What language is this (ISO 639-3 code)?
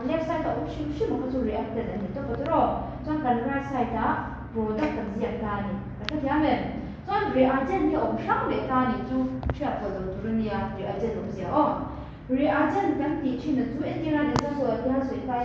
lus